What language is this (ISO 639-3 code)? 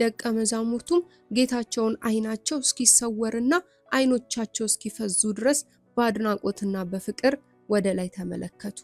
amh